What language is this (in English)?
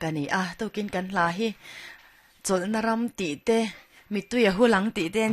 Mizo